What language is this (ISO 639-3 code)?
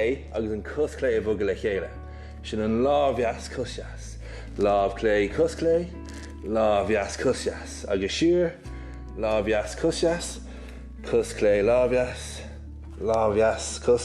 gle